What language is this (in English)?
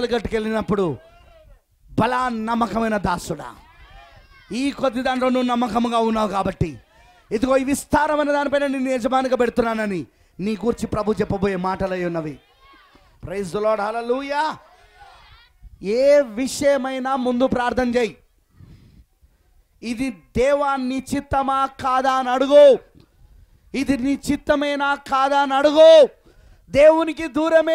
Telugu